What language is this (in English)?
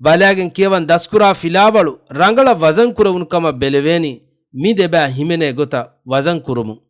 Divehi